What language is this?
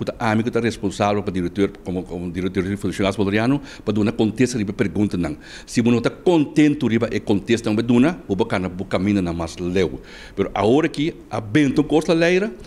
Papiamento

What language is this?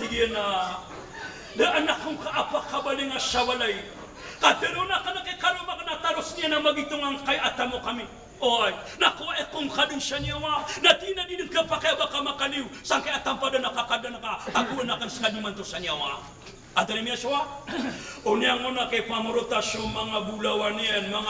Maranao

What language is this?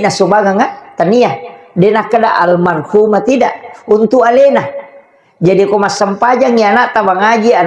Buginese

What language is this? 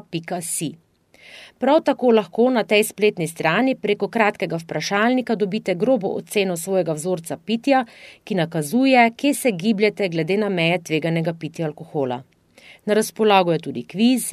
Slovenian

